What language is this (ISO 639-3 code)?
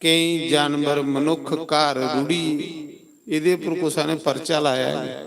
doi